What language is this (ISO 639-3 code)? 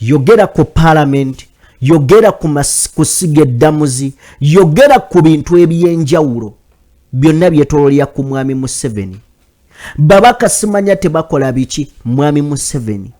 lug